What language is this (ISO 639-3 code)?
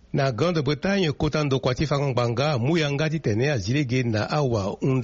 sag